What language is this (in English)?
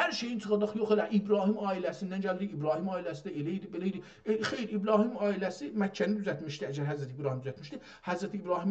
South Azerbaijani